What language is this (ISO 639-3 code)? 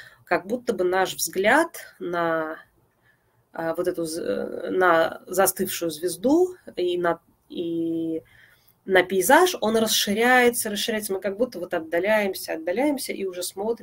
rus